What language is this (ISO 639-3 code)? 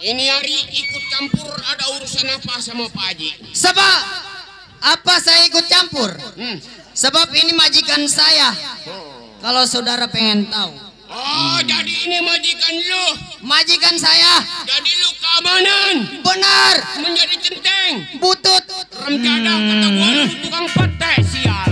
bew